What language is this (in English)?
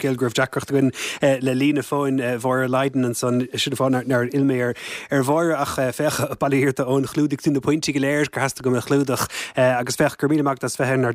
Irish